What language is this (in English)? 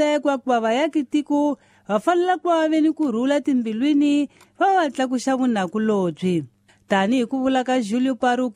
Tsonga